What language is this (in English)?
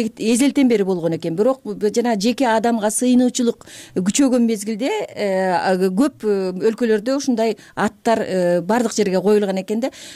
Kyrgyz